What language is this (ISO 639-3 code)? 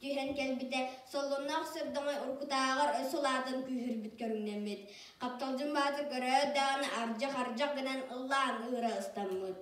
sah